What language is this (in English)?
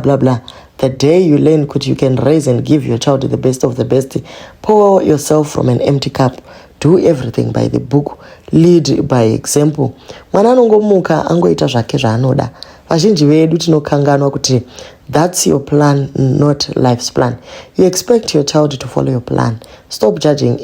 Shona